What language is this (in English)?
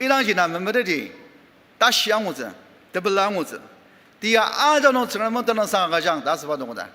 Ao Naga